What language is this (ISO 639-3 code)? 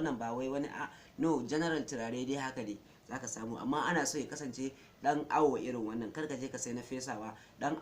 hau